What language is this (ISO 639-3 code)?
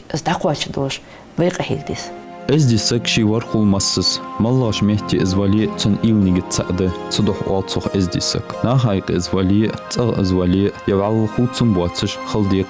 inh